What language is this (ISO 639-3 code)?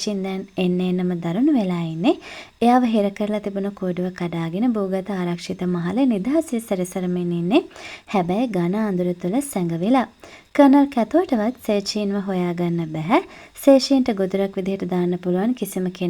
sin